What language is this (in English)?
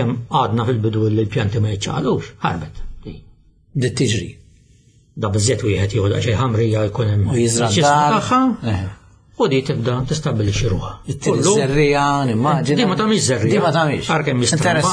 Maltese